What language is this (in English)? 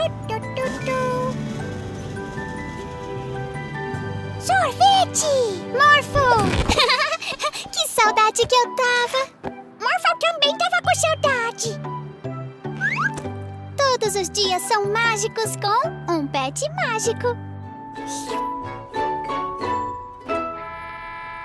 Portuguese